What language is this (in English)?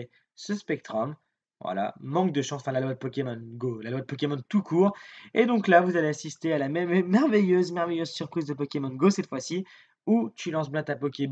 French